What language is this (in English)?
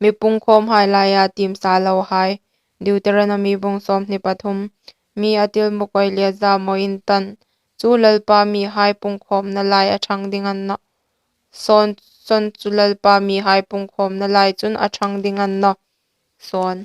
Hmar